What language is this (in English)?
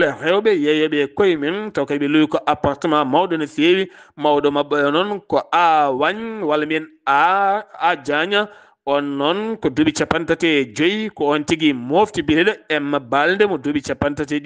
Fula